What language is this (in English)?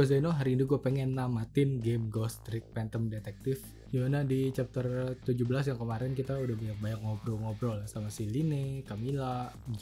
Indonesian